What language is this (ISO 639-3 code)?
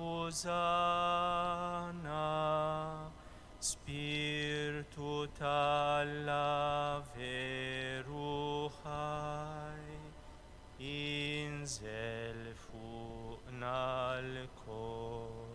mlt